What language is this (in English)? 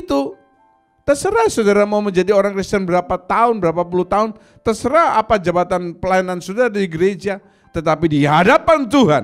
Indonesian